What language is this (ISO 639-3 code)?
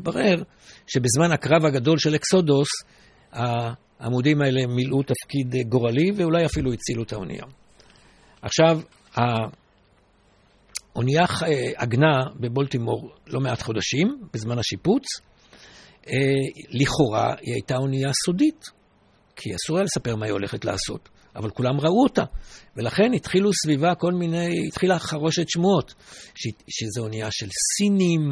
heb